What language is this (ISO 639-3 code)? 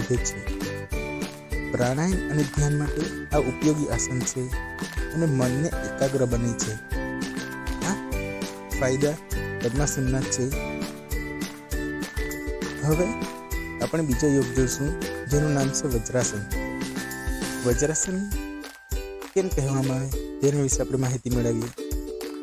guj